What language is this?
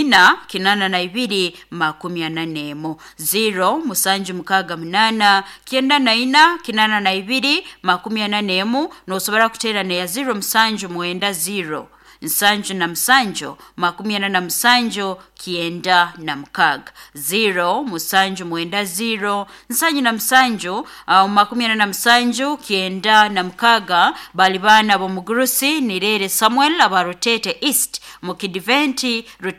Nyoro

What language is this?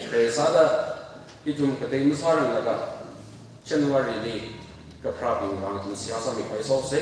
Tangkhul Naga (India)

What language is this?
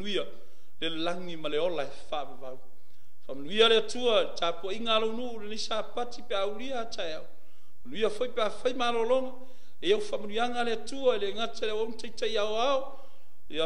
Samoan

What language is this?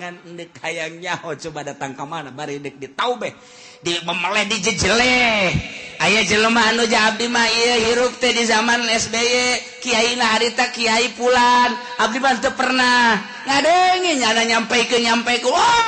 Sundanese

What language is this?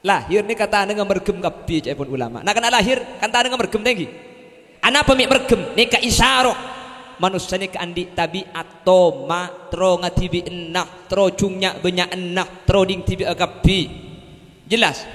Madurese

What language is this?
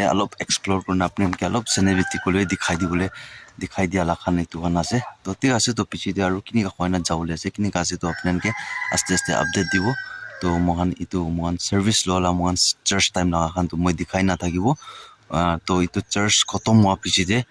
Naga Pidgin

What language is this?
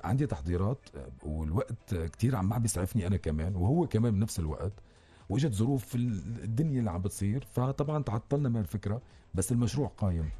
North Levantine Arabic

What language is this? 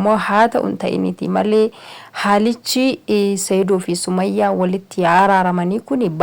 Oromo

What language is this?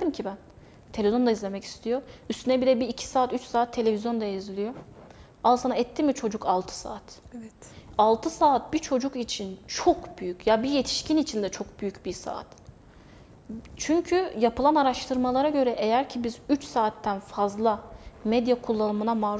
Turkish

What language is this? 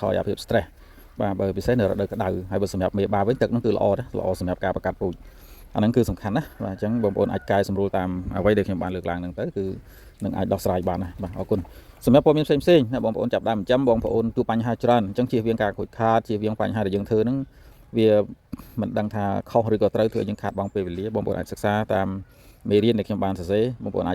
Khmer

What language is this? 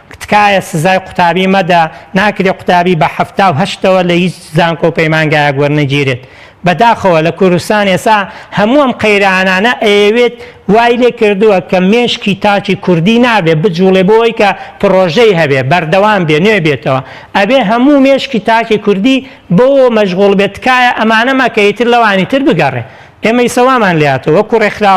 Central Kurdish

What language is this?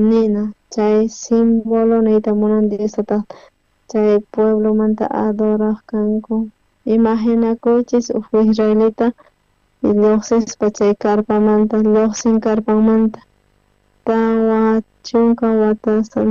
South Bolivian Quechua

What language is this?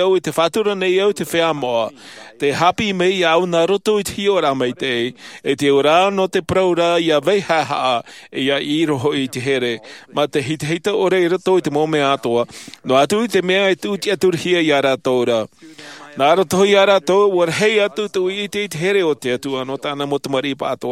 Tahitian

